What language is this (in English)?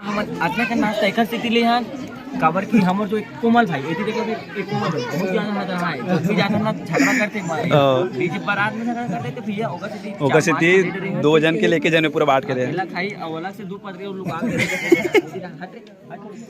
Chhattisgarhi